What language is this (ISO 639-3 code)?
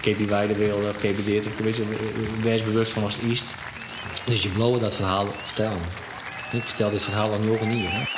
fry